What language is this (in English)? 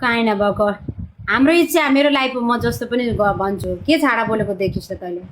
Nepali